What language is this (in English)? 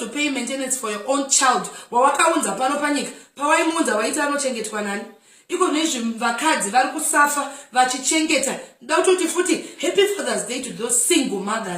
Shona